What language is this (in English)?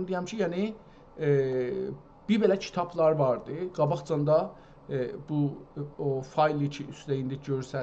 South Azerbaijani